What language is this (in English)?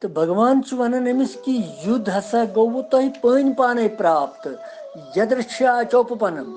Kashmiri